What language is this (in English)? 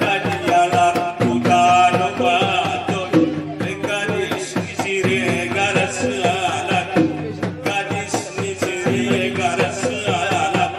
Batak Angkola